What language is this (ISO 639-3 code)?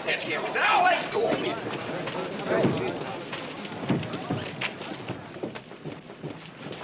pol